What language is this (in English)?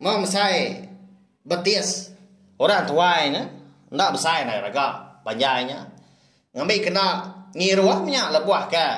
Iban